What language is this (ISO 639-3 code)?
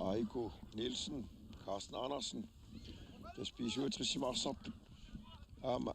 kal